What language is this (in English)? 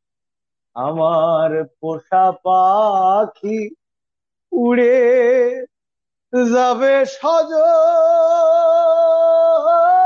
Bangla